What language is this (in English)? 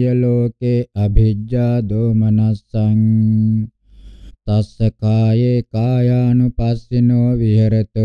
Pali